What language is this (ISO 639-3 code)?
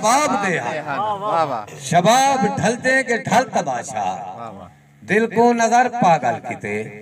skr